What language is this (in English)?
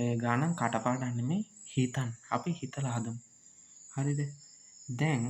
Sinhala